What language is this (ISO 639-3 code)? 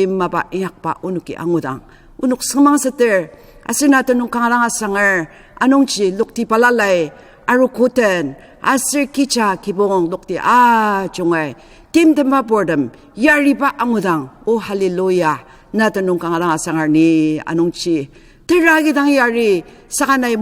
njo